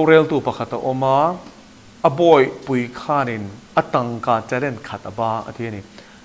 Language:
Mizo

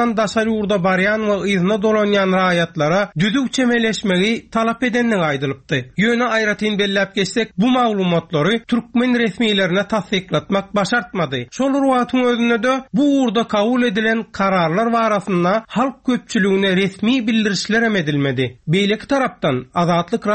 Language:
Turkmen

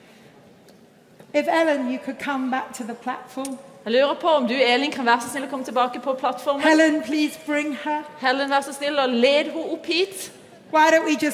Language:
Norwegian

